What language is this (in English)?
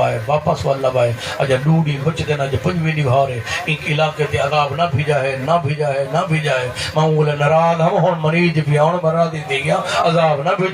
Saraiki